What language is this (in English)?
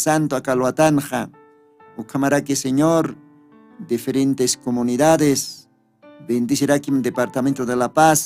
Aymara